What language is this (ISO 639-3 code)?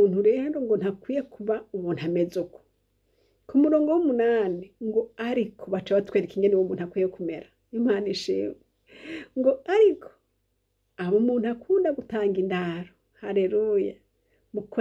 run